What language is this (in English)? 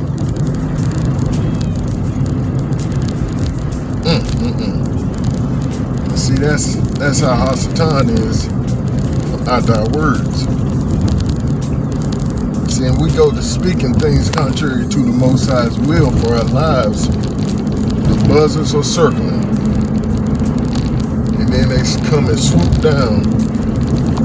English